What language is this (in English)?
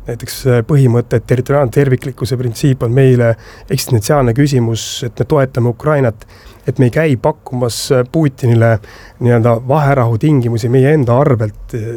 Estonian